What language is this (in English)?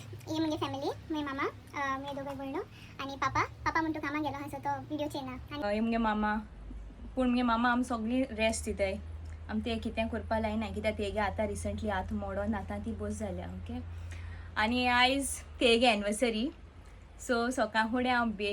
Konkani